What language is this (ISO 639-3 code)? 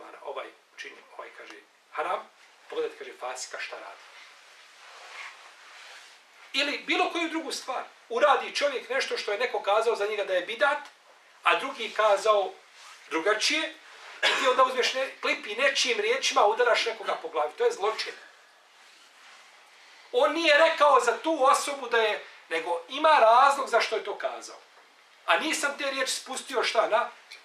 bos